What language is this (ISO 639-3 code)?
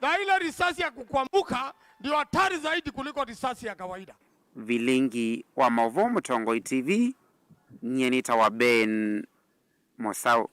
kam